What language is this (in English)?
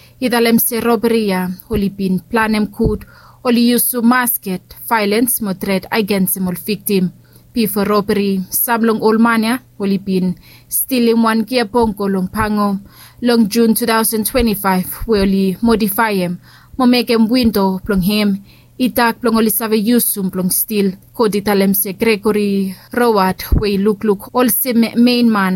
Bislama